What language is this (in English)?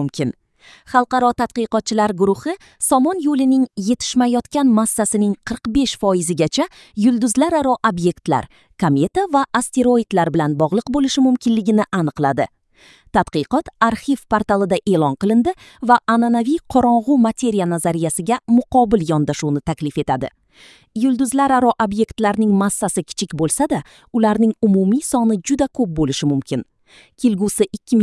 Uzbek